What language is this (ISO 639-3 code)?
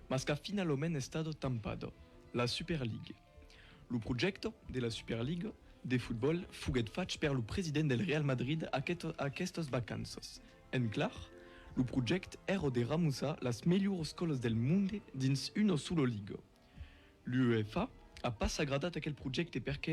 oci